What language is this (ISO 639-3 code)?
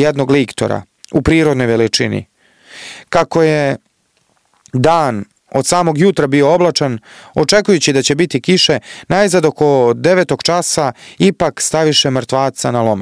srp